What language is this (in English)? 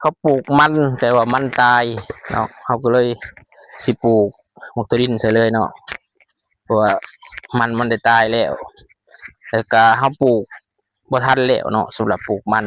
Lao